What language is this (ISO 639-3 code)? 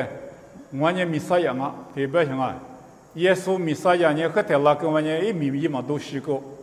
lis